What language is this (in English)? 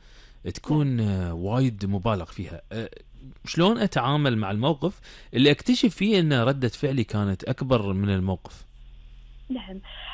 Gulf Arabic